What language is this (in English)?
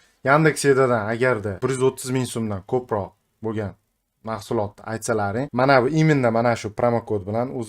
Uzbek